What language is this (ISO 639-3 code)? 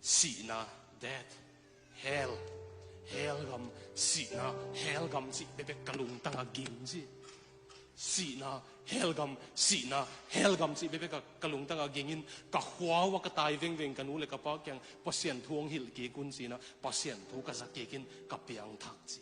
ctd